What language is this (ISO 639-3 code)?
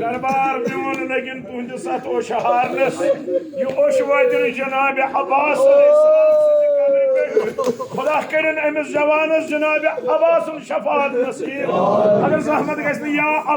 kas